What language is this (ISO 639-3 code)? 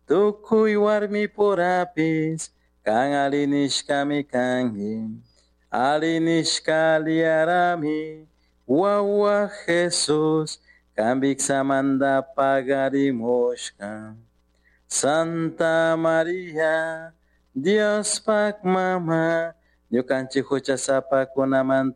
qug